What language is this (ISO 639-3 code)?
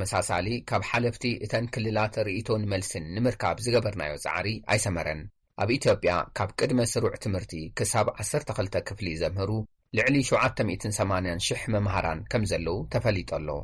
tir